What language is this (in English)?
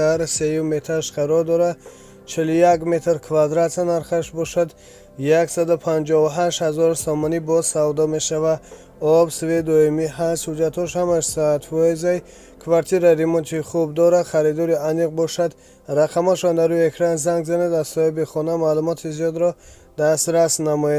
Tajik